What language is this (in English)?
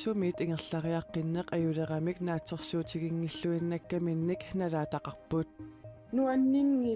Kalaallisut